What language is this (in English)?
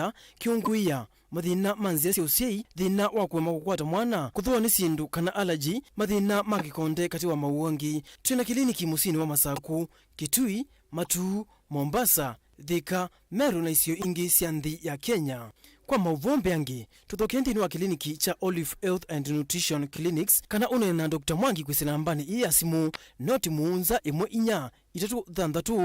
Kamba